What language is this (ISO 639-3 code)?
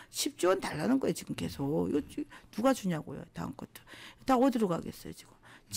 kor